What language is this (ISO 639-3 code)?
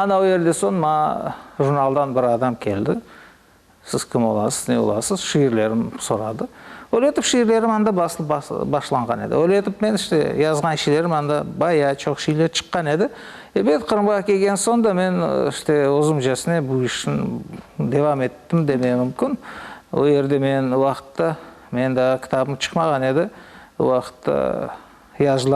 crh